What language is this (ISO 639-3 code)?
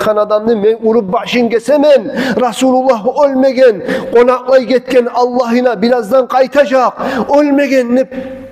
kum